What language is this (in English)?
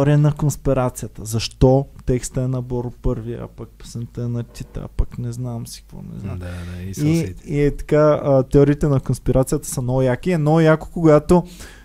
Bulgarian